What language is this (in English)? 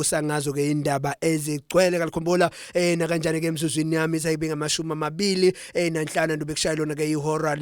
Zulu